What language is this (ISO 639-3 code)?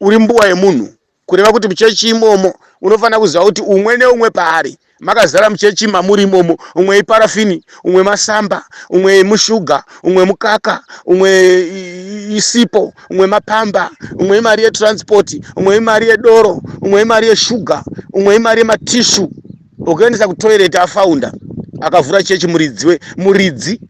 sna